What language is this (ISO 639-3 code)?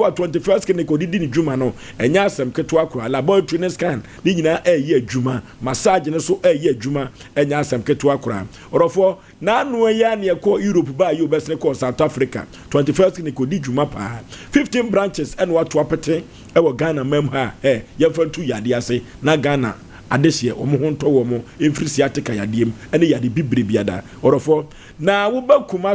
aka